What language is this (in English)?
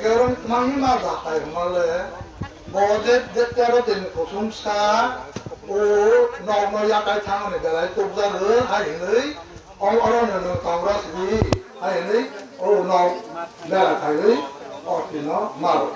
Kok Borok